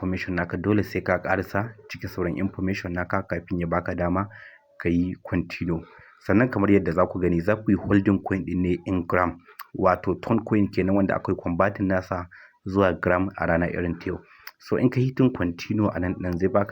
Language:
Hausa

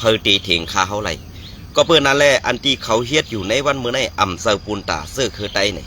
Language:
Shan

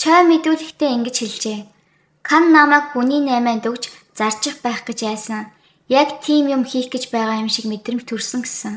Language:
Mongolian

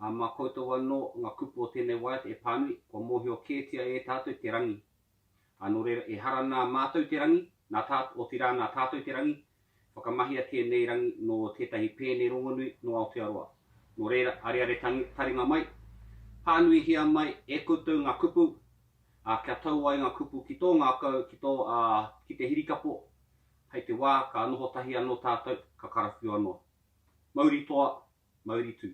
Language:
Māori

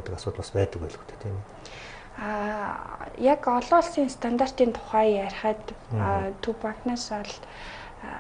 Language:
Mongolian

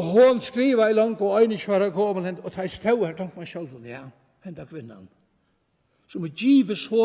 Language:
Faroese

